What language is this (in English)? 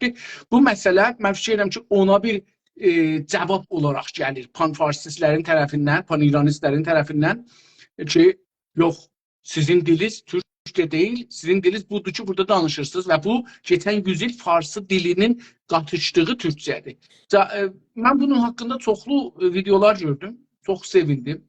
South Azerbaijani